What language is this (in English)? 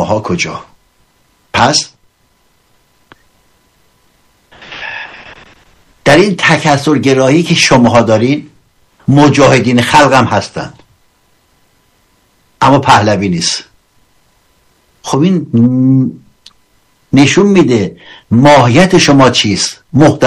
Persian